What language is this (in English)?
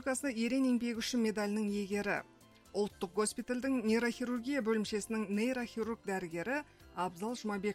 Kazakh